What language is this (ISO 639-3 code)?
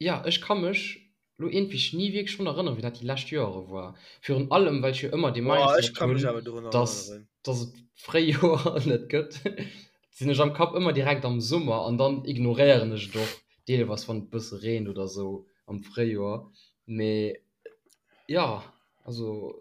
ltz